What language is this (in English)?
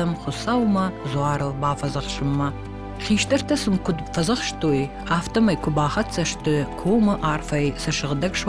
Ossetic